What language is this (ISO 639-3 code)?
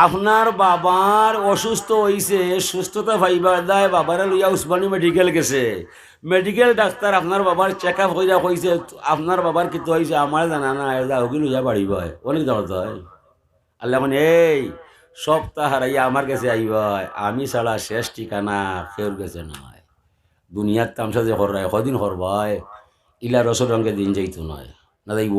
syl